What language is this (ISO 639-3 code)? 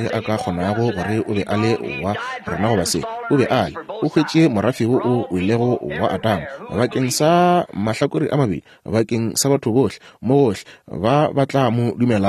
nso